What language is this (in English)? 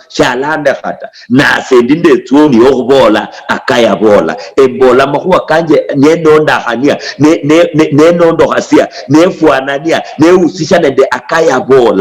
Luyia